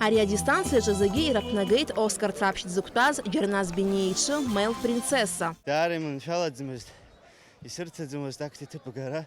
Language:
Abkhazian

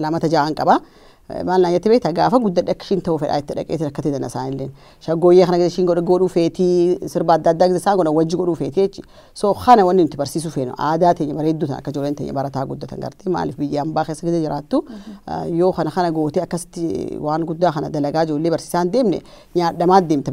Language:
Oromo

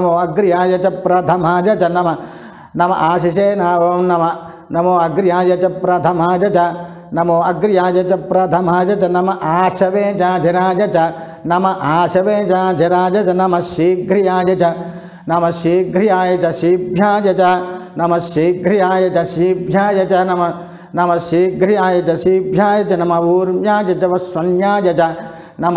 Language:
Sanskrit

